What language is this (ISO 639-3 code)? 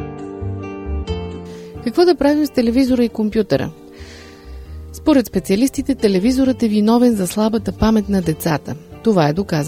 bul